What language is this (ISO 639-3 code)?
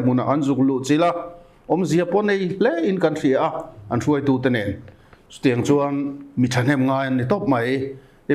lus